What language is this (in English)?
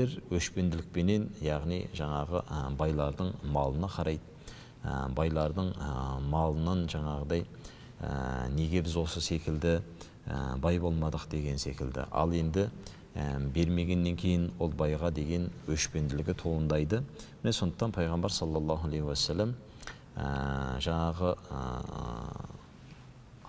Kazakh